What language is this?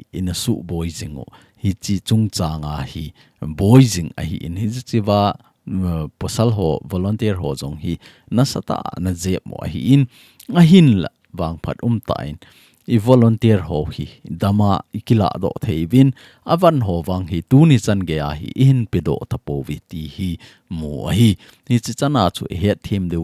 Thado Chin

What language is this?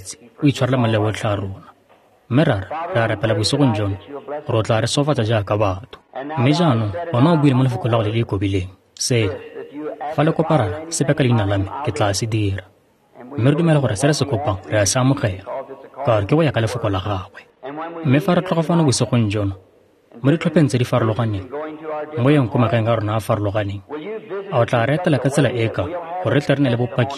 Tswana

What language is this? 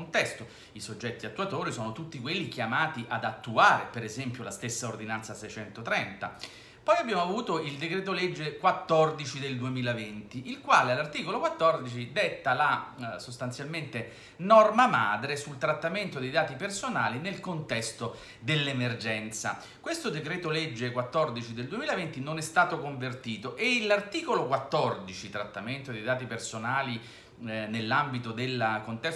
Italian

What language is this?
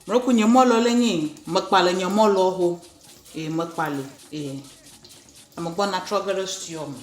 Ewe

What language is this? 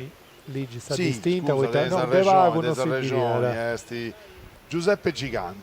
Sardinian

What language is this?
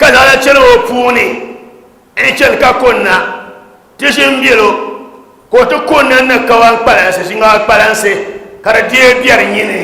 Dagbani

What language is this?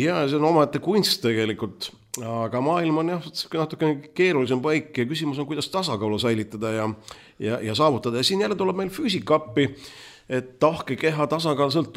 Estonian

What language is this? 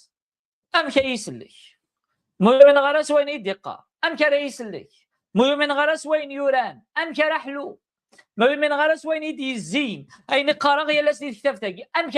Kabyle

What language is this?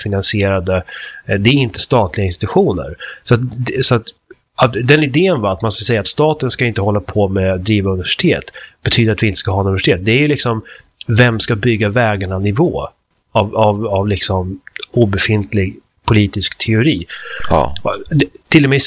Swedish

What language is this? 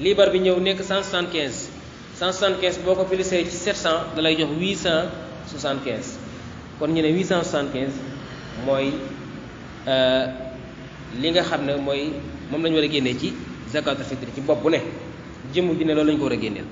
Wolof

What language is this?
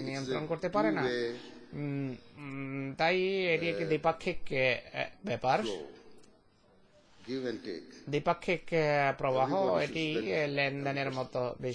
Bangla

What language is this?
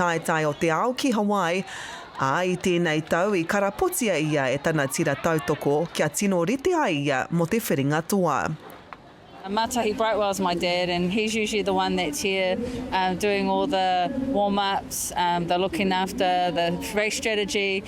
Māori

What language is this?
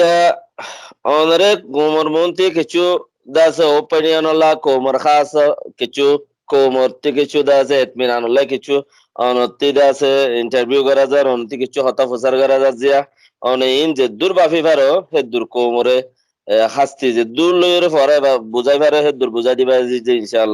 Rohingya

